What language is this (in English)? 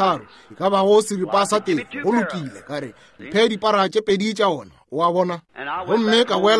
Northern Sotho